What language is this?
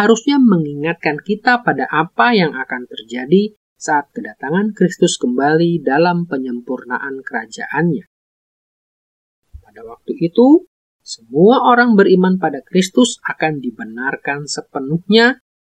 Indonesian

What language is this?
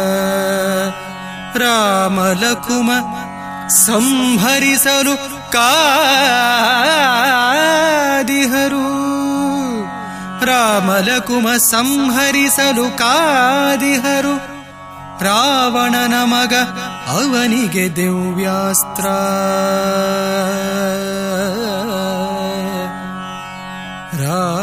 Kannada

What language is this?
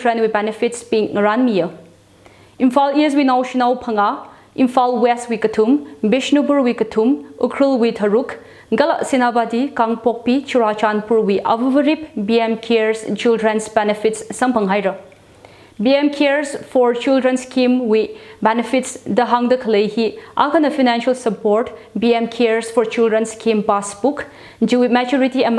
Tangkhul Naga (India)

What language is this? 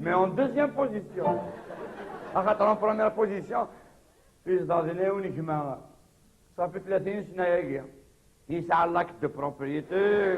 Kabyle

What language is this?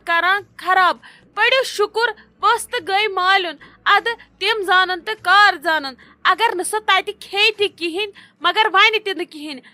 Kashmiri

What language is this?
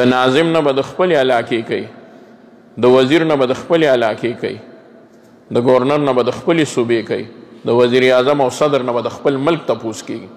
Pashto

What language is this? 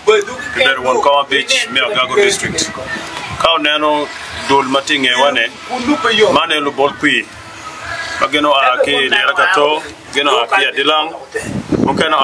Acoli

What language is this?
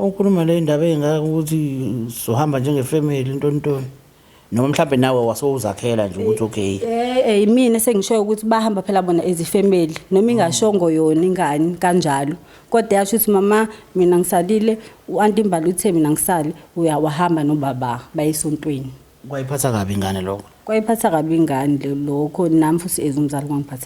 Zulu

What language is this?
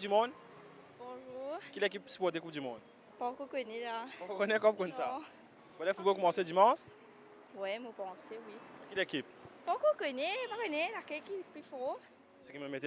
Morisyen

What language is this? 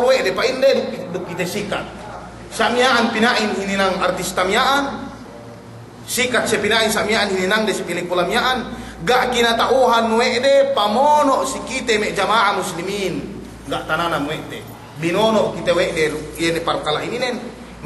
Yakan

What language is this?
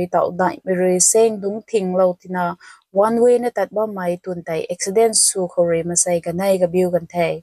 Rongmei Naga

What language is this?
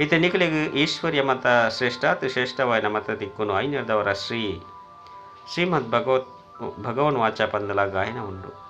Tulu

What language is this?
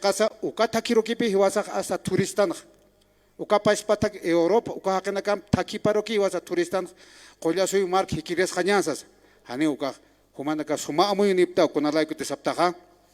Aymara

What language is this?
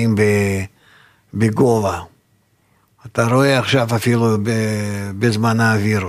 Hebrew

